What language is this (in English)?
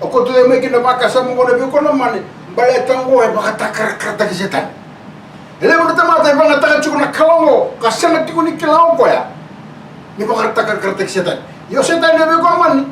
Fijian